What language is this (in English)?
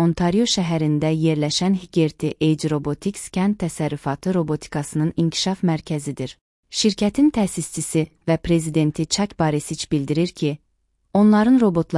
Azerbaijani